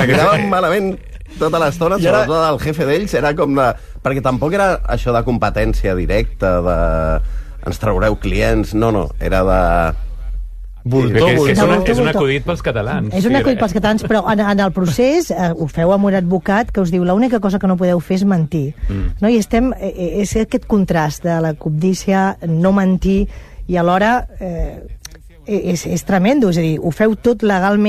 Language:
Catalan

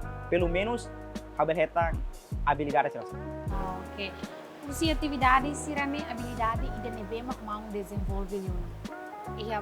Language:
Tetum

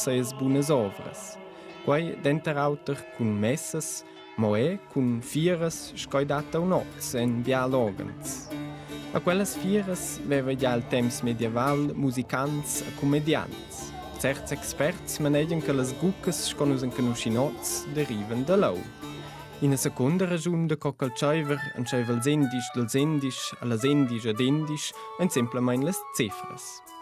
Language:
Romansh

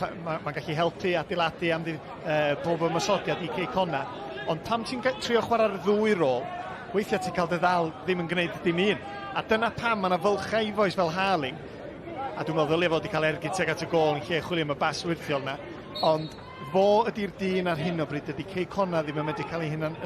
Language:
Welsh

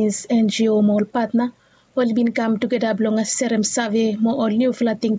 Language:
Bislama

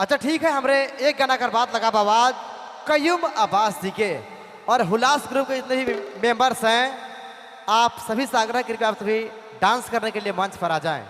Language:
Sadri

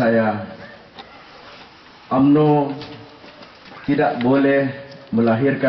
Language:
Malay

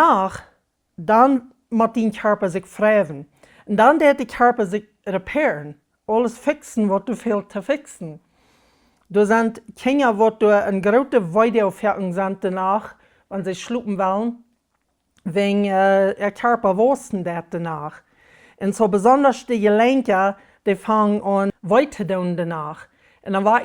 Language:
Plautdietsch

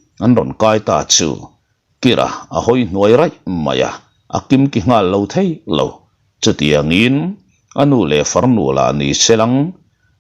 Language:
Mizo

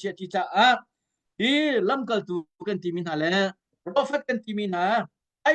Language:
Hakha Chin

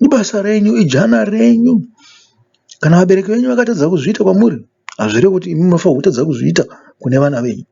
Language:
Shona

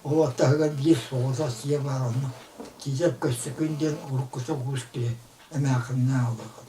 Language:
Yakut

